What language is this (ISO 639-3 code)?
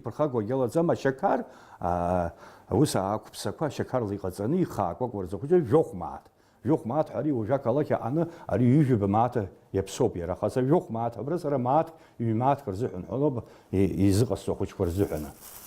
abk